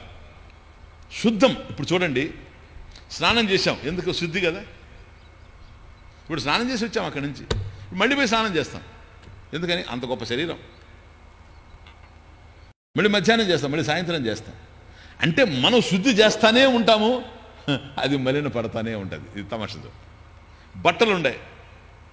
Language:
Telugu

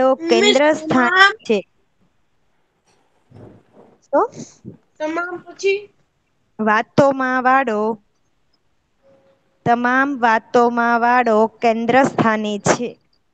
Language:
Gujarati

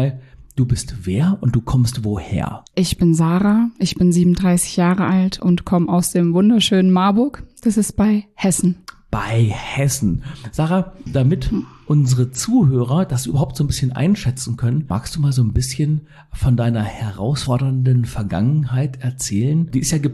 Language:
German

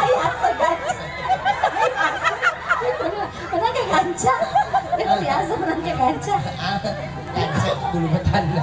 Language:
Buginese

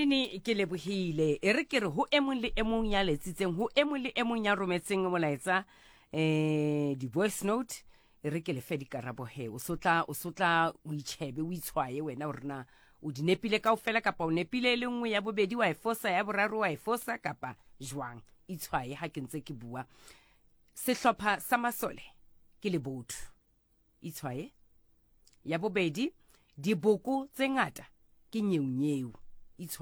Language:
Southern Sotho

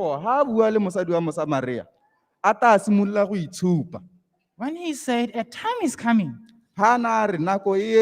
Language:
Tswana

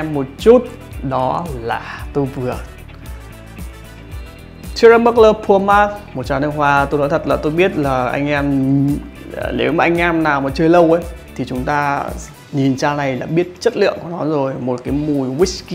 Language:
Vietnamese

